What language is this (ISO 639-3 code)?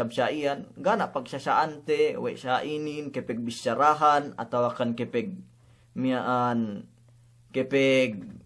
yka